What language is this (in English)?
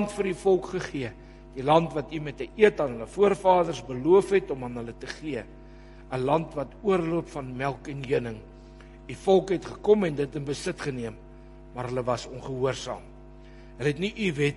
Afrikaans